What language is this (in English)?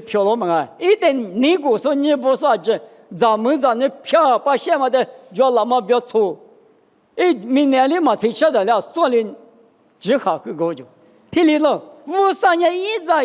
Lisu